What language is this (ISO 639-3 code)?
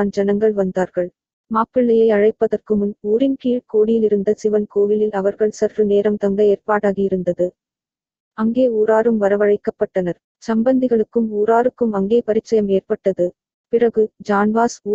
tam